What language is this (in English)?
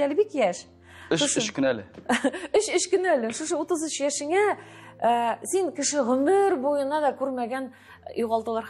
Tatar